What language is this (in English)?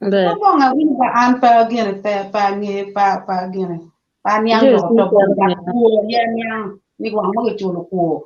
Acoli